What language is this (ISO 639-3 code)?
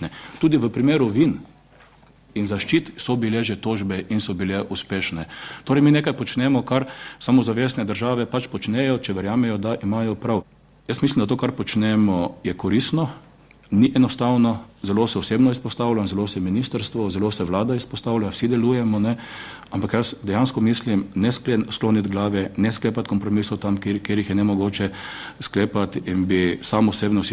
slv